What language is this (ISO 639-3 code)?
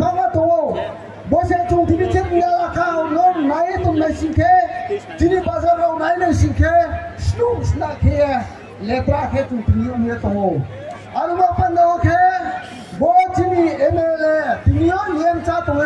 ria